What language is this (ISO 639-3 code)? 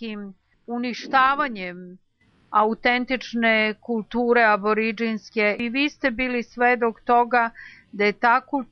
srp